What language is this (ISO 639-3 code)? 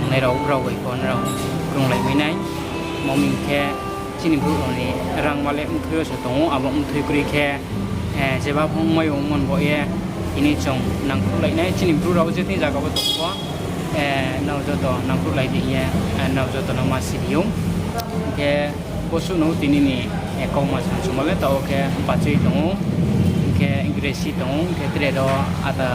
ria